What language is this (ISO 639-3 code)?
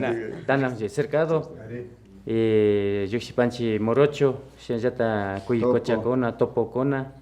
qvi